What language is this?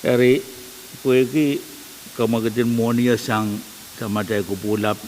Pohnpeian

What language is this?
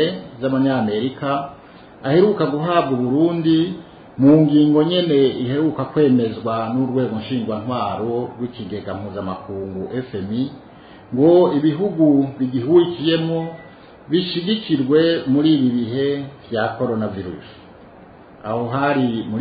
Rundi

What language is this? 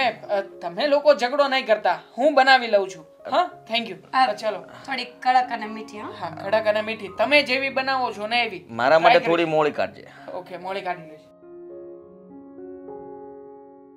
Gujarati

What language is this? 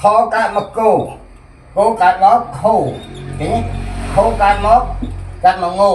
Khmer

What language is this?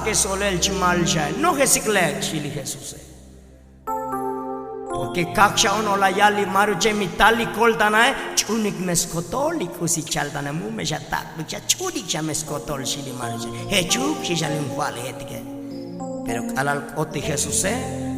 Tzotzil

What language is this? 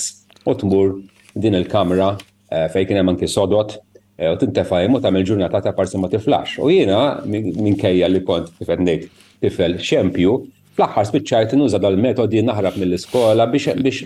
Maltese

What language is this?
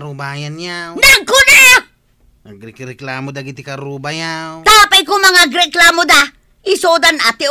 Iloko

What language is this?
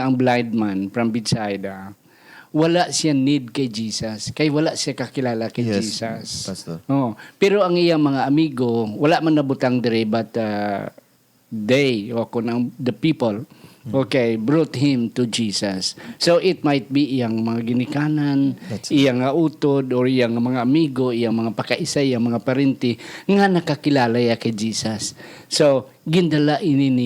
Hiligaynon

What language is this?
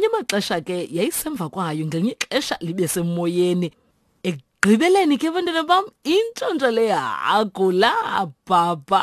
Xhosa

